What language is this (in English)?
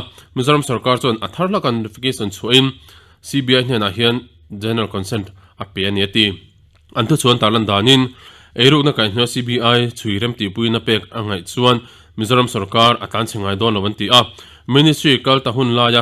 Mizo